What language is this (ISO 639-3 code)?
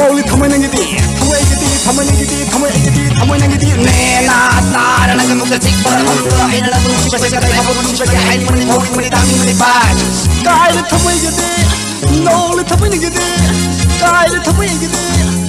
mni